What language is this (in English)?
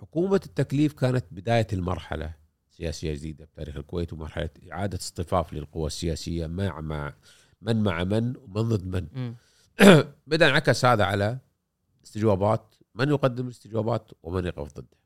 Gulf Arabic